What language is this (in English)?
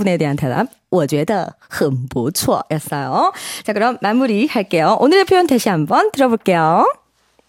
Korean